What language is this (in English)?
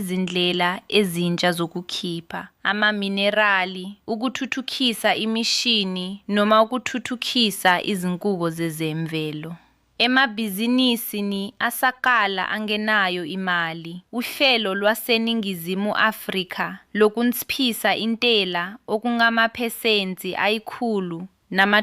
Zulu